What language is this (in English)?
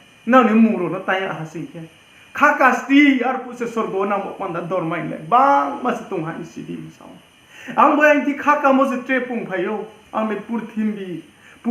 Riang (India)